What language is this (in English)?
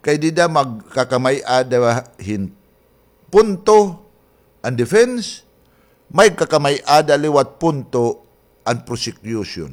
Waray